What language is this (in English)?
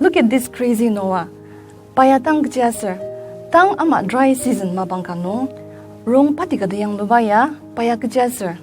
Ao Naga